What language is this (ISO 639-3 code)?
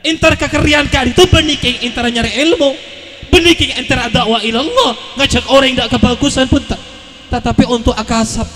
mad